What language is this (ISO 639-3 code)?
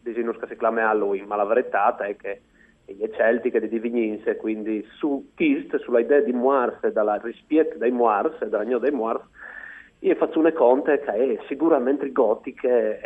fur